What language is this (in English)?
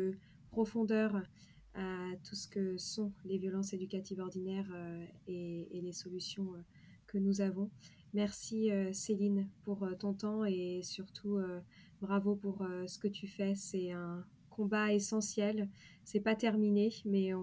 French